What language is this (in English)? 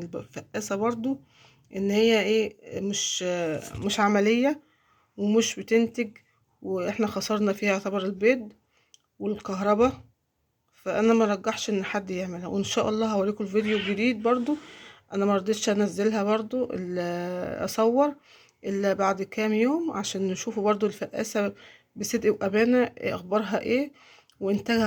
Egyptian Arabic